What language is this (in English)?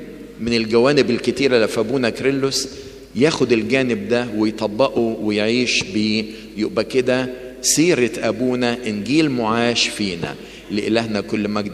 Egyptian Arabic